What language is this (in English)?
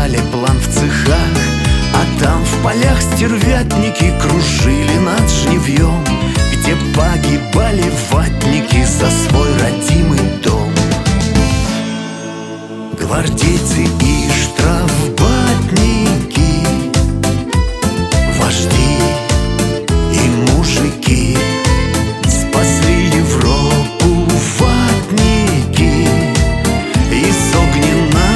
Russian